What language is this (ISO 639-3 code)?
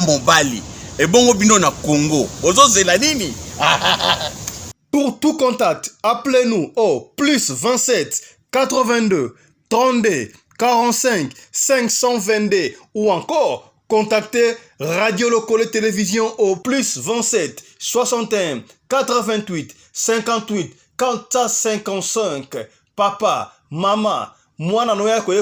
lin